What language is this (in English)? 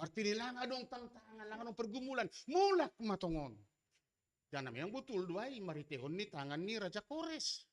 Batak Simalungun